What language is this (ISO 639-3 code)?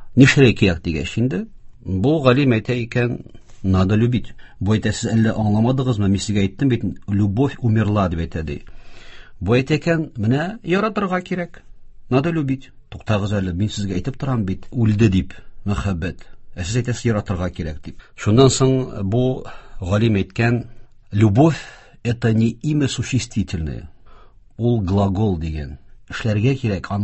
tat